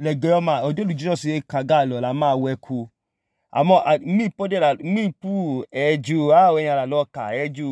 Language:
Idoma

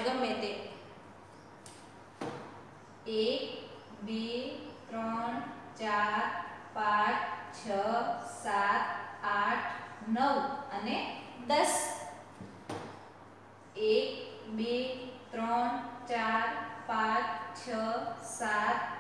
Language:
Gujarati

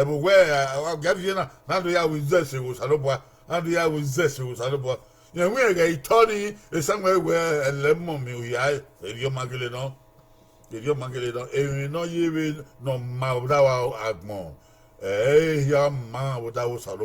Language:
Bini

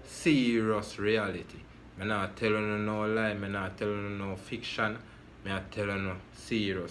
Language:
Jamaican Creole English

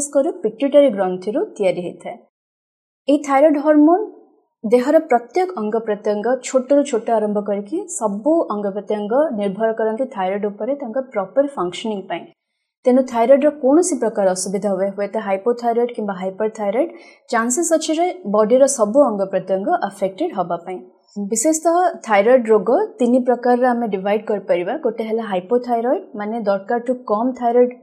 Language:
Odia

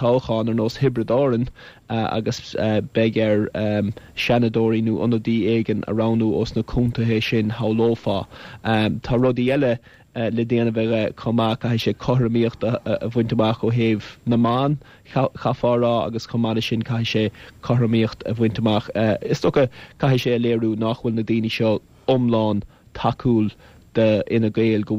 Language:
Irish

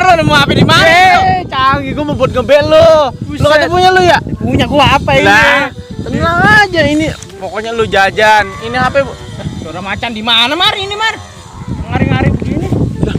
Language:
Betawi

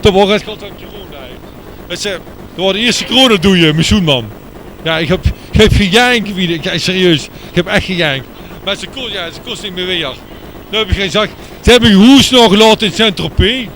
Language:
Limburgish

